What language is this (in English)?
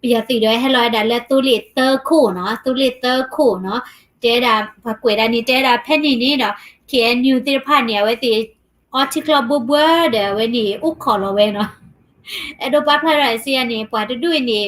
S'gaw Karen